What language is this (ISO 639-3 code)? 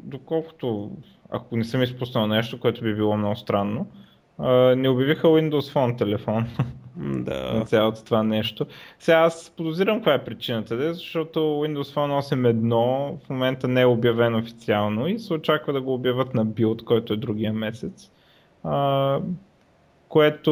bul